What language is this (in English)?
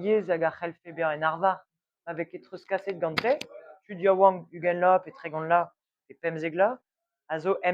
Breton